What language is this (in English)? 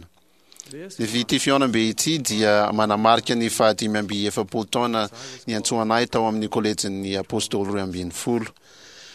Malagasy